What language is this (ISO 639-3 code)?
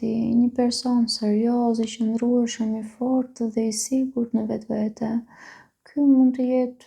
sqi